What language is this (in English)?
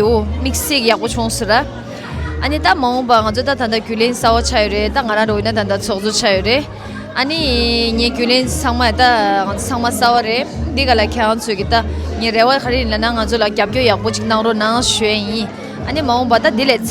Tibetan